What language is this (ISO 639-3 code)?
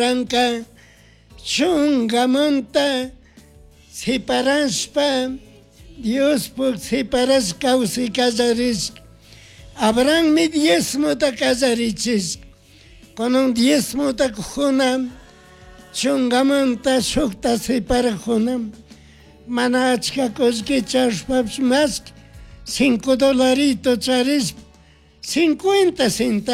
qug